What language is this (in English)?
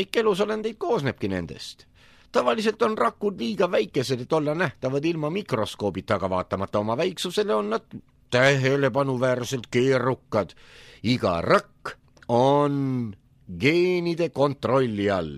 Estonian